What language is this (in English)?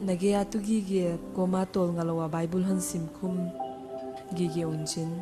Paite Chin